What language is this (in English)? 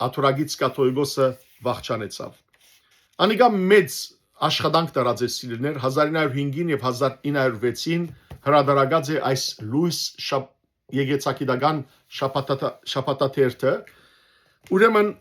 Western Armenian